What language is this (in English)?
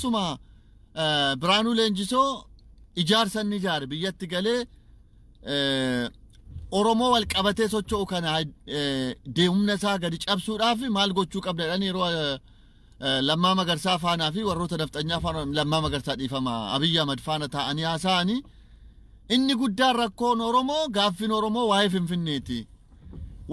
Oromo